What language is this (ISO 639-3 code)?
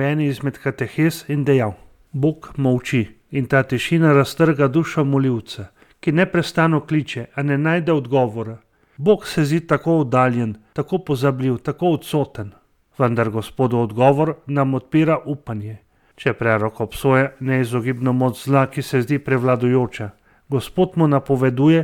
slv